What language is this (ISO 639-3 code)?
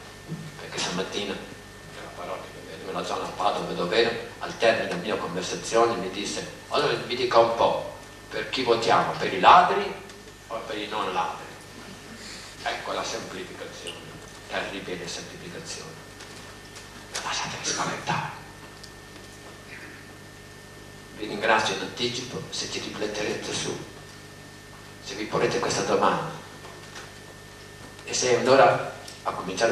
ita